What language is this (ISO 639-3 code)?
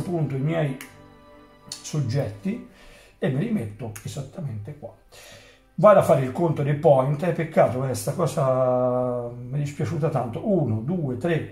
ita